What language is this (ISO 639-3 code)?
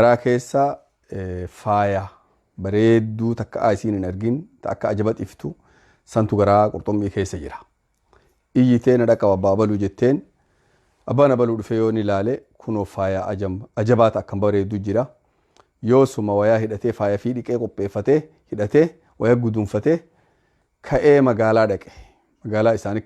orm